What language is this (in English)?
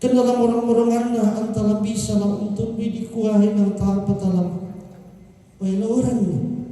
Toraja-Sa'dan